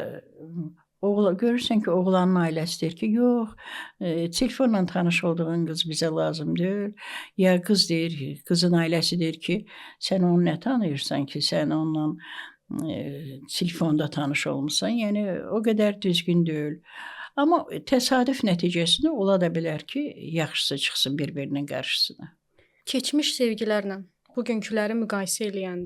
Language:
Azerbaijani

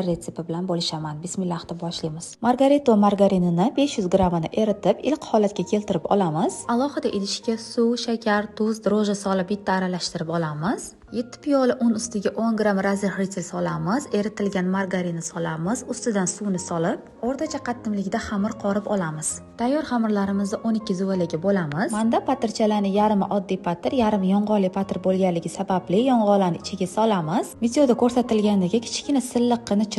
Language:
Uzbek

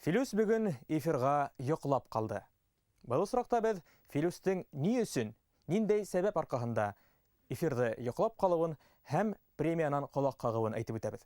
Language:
Bashkir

